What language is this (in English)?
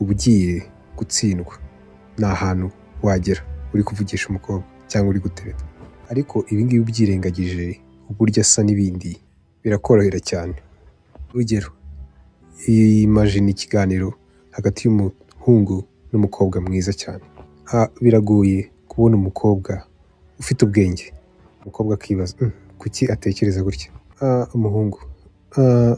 Kinyarwanda